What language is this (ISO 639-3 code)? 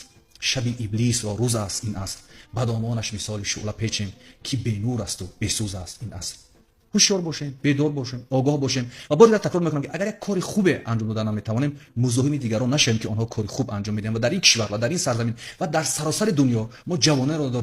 tgk